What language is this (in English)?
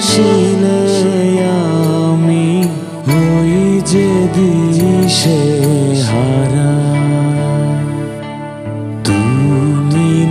Bangla